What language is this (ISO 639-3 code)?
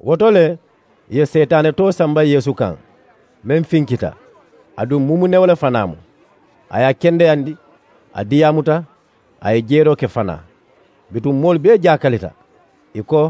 man